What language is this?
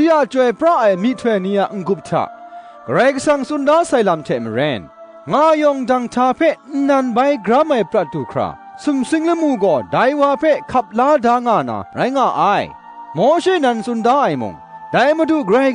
Kachin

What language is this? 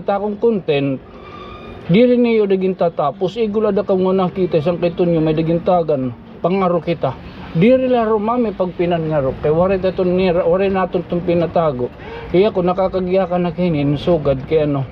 Waray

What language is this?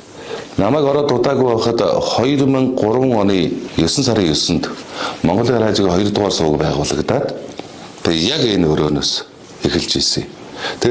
Mongolian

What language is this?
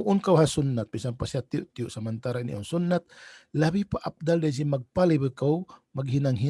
Tausug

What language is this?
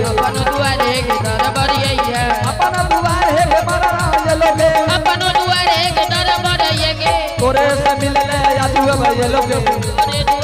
Angika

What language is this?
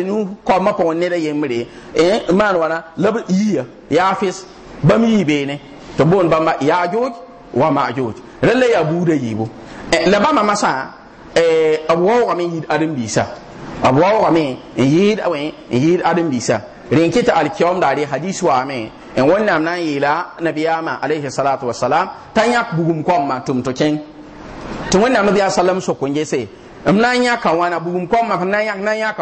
Mossi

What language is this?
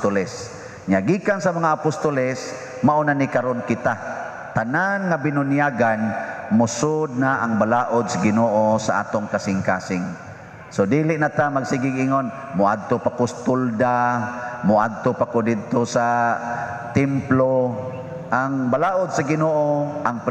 Cebuano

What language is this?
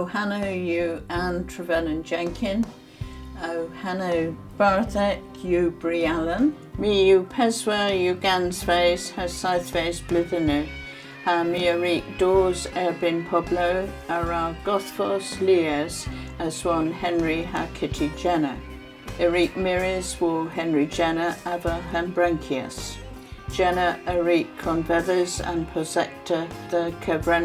Cornish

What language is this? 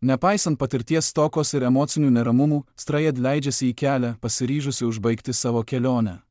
Lithuanian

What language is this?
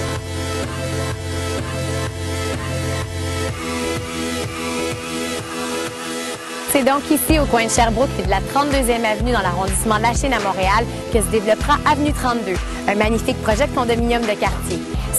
French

